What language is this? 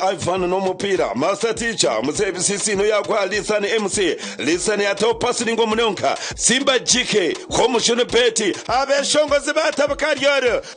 Nyankole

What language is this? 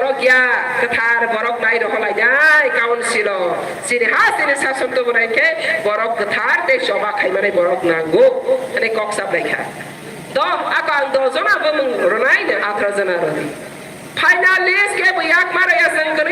Kok Borok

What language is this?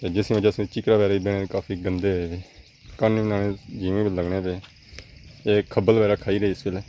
Pahari-Potwari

